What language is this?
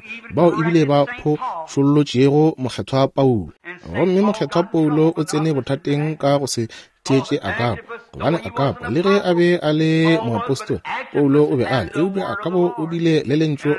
Northern Sotho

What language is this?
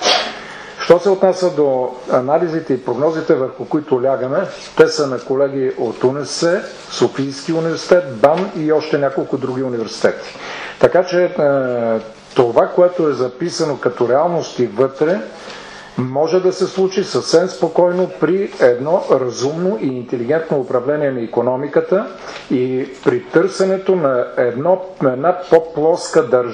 Bulgarian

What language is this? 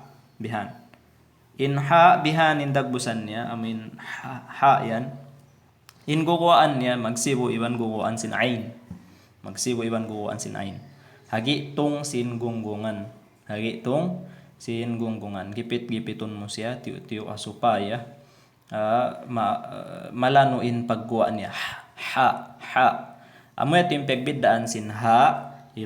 Tausug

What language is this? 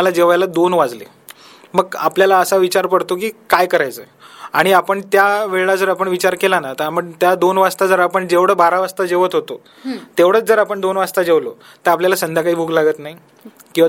Marathi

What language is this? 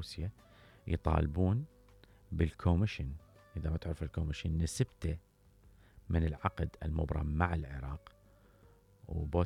Mesopotamian Arabic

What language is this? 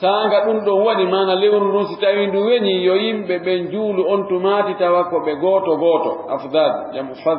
Fula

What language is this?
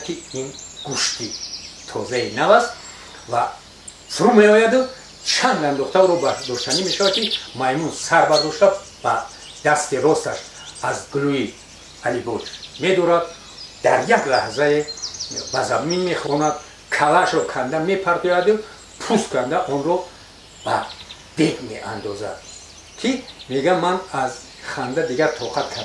Tajik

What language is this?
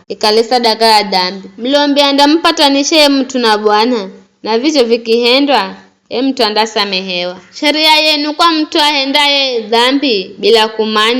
Giryama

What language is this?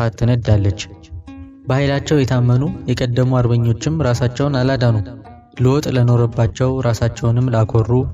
Amharic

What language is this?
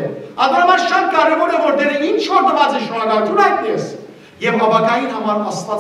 Western Armenian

